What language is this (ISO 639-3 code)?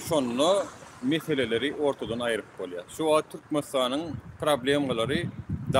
tuk